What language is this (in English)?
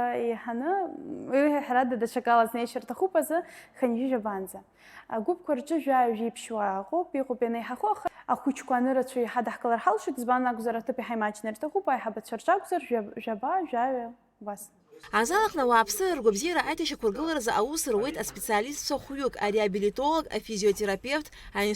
Abkhazian